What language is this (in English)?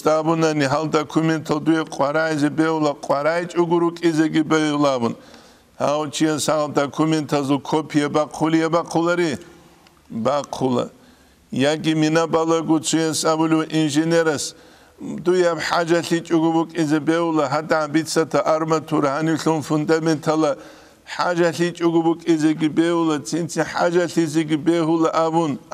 Avaric